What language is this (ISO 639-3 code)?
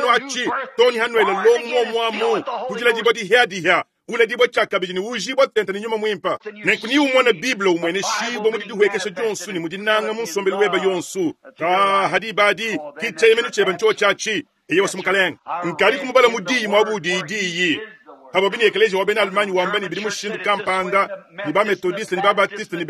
lua